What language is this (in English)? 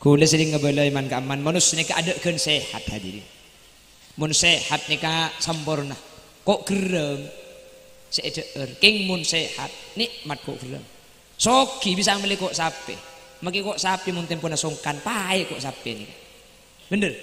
Madurese